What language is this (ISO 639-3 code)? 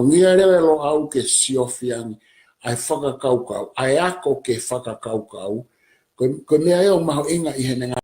ton